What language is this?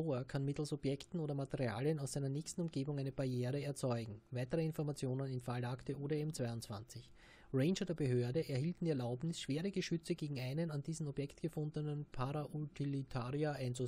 German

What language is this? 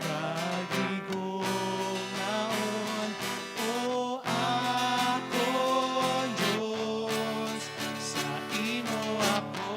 Hiligaynon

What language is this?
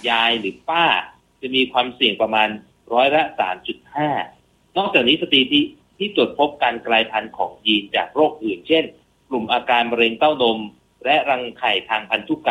Thai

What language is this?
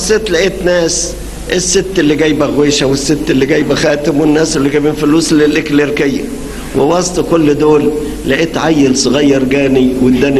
Egyptian Arabic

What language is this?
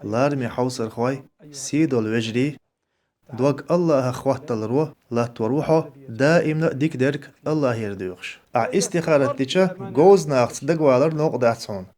Chechen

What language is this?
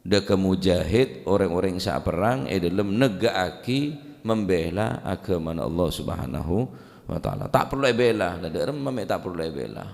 Madurese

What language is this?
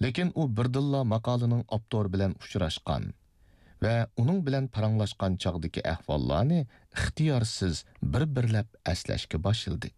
Uyghur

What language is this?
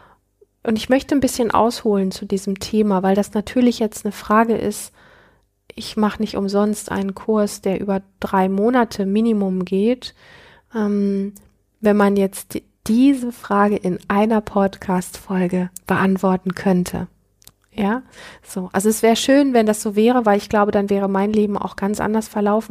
German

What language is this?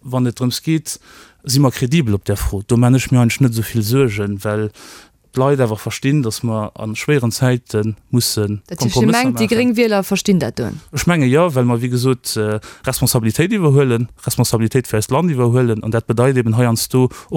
Luxembourgish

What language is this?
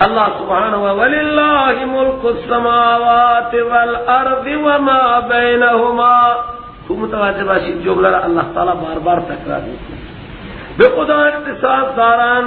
Persian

